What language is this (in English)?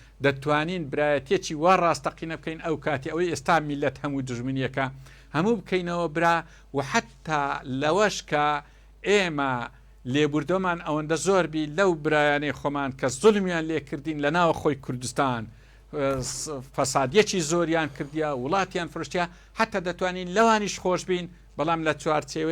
Central Kurdish